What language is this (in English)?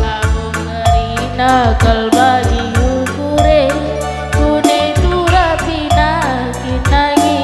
Batak Karo